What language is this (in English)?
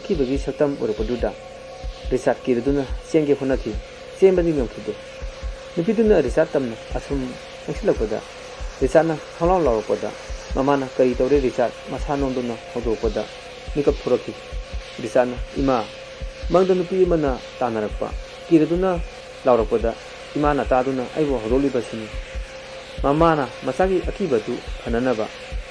Manipuri